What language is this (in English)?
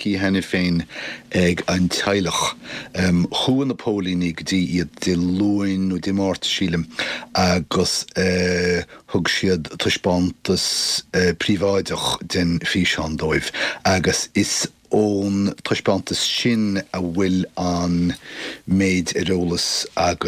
Irish